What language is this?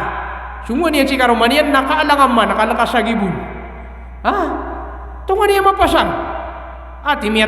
Maranao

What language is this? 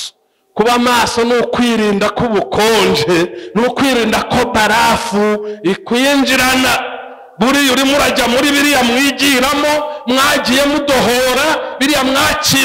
Kinyarwanda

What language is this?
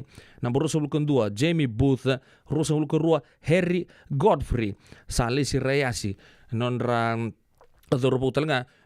Fijian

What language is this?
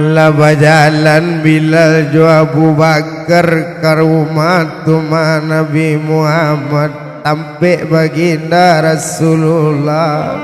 Minangkabau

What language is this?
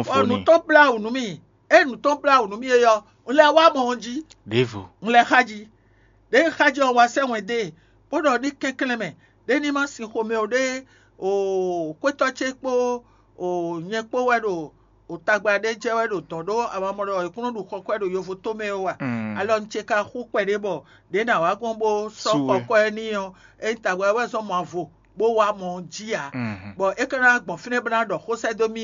Fon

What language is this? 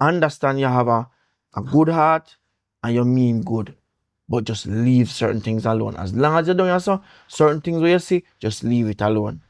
Jamaican Creole English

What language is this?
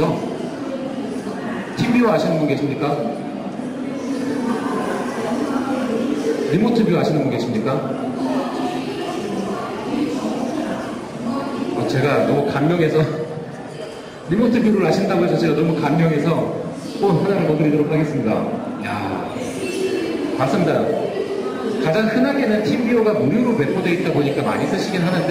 Korean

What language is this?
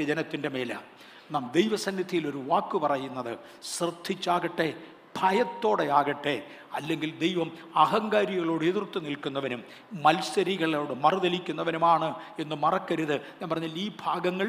Malayalam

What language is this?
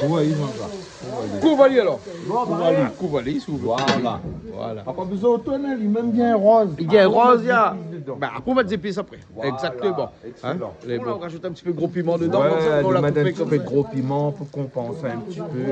Réunion Creole French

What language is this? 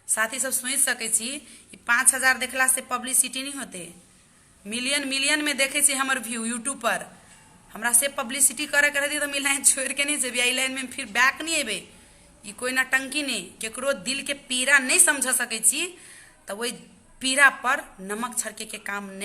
Maithili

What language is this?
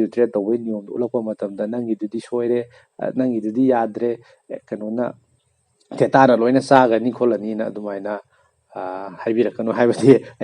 Manipuri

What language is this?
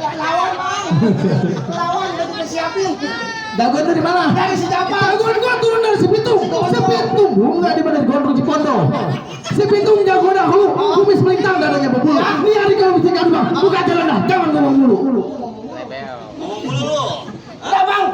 Betawi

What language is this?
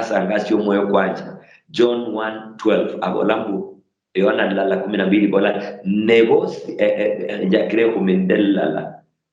Luyia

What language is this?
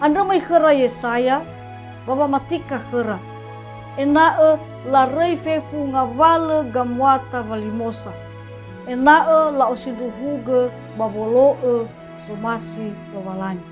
Nias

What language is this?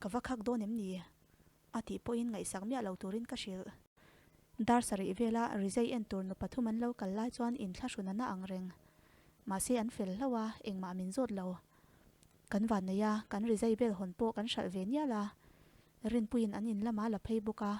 Mizo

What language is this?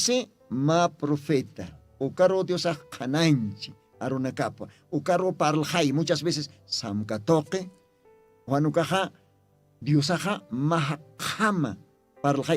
Aymara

